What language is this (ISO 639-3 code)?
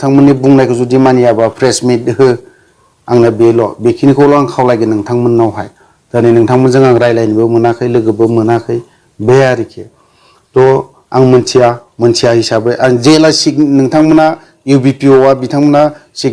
brx